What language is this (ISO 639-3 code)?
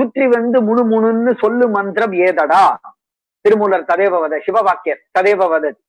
san